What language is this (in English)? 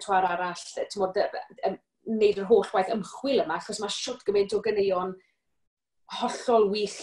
Welsh